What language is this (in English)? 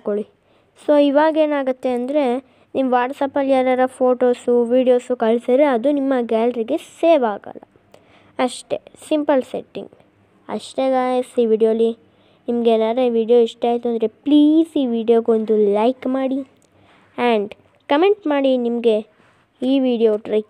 Kannada